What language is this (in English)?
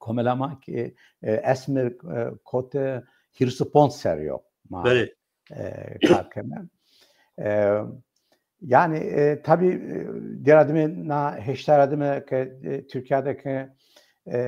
Zaza